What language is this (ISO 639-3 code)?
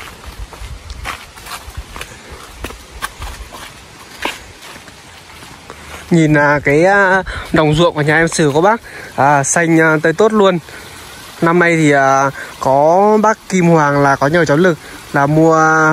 vie